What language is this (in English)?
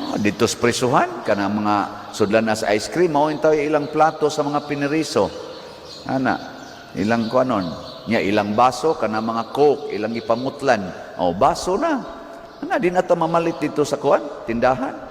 Cebuano